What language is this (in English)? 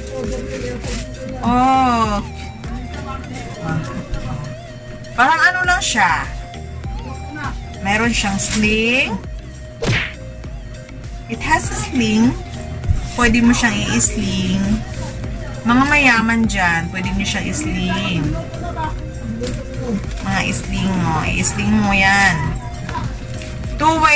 Filipino